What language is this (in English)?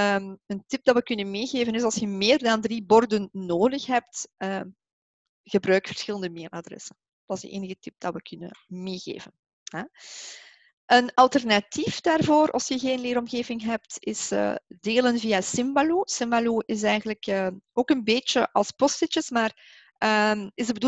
Dutch